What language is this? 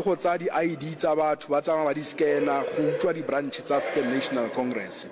Northern Sotho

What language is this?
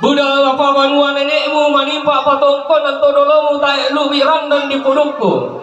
Toraja-Sa'dan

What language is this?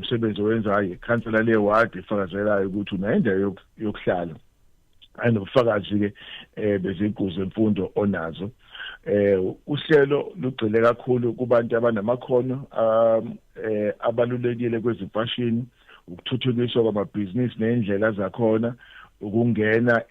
Zulu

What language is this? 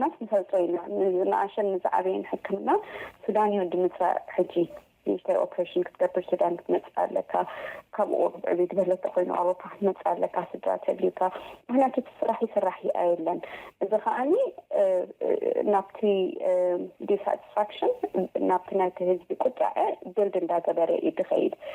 Tigrinya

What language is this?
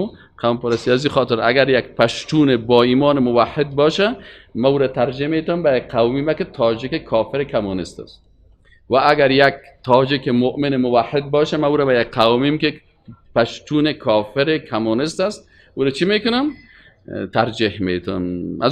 Persian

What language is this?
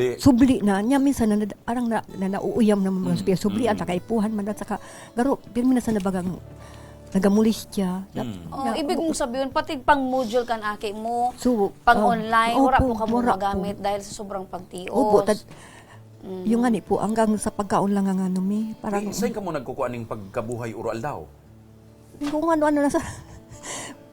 Bikol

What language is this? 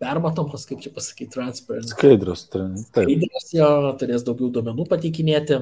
Lithuanian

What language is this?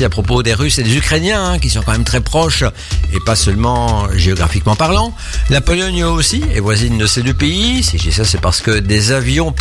French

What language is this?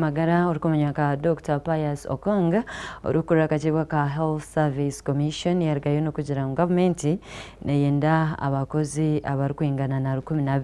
Nyankole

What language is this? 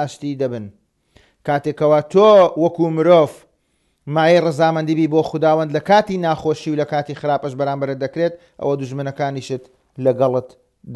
Central Kurdish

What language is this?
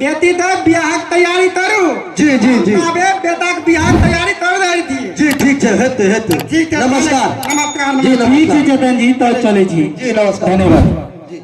Maithili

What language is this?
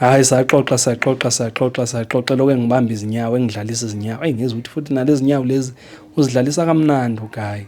Zulu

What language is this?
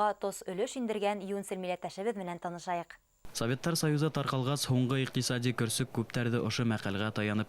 Bashkir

